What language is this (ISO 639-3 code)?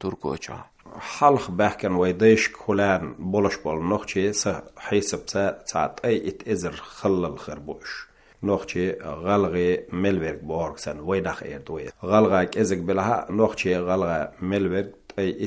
che